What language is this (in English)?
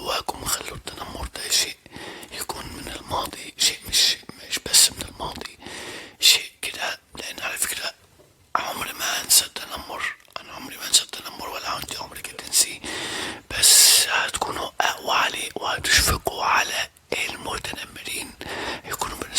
Egyptian Arabic